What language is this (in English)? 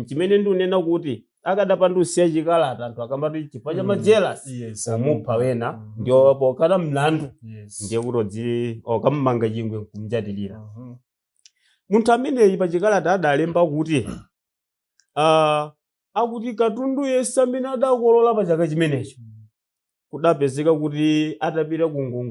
Nyanja